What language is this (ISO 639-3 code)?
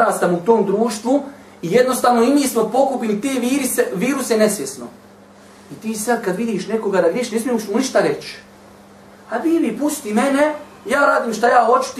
bos